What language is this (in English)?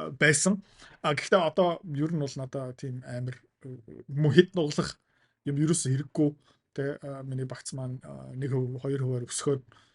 Mongolian